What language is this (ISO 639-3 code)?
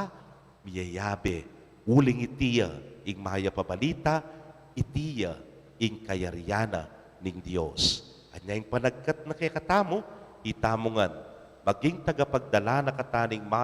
pam